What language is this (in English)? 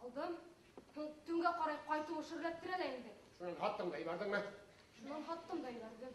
Bashkir